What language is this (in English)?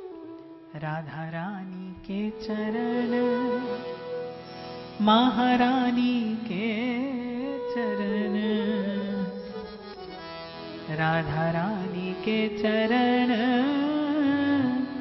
Hindi